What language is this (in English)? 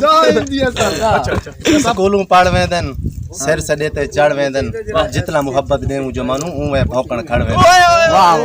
Saraiki